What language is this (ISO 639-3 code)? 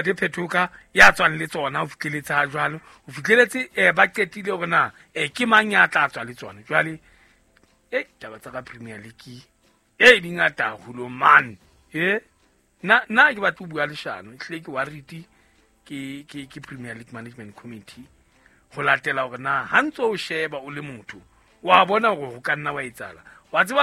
sot